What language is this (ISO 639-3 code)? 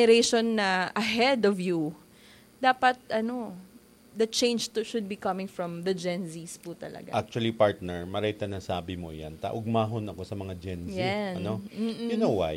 bik